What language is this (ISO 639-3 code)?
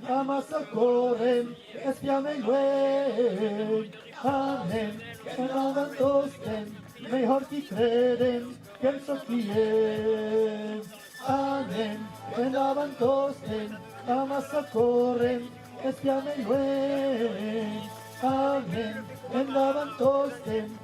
oci